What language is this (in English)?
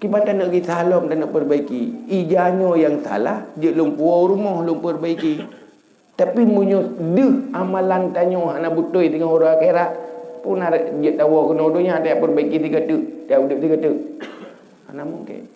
Achinese